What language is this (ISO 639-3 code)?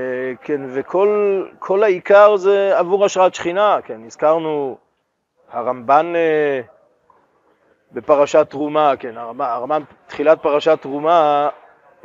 heb